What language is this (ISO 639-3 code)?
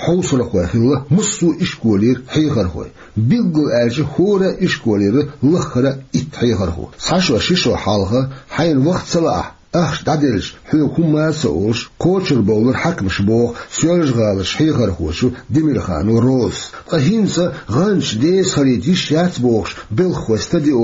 che